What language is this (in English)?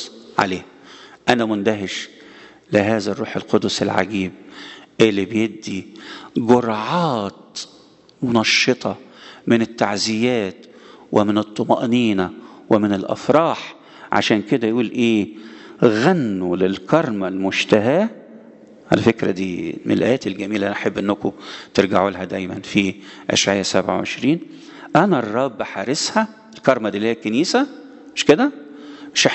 Egyptian Arabic